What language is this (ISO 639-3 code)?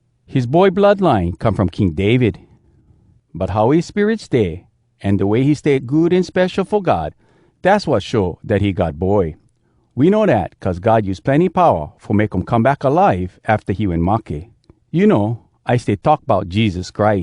hwc